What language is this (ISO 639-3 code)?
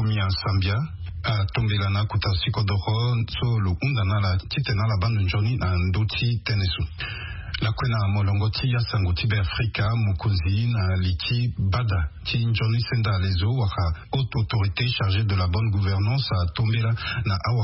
sag